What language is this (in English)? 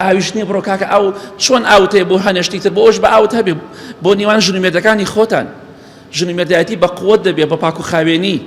Central Kurdish